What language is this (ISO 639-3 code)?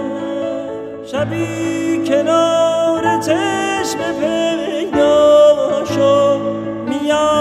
fas